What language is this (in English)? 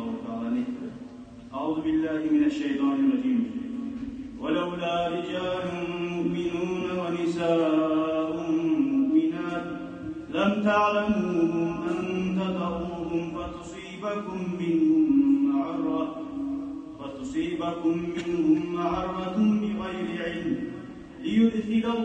Kumyk